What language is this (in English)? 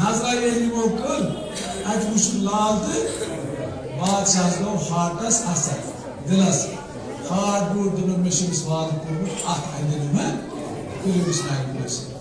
Kashmiri